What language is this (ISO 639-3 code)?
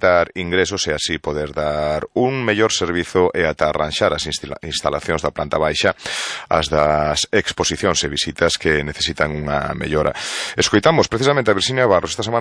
glg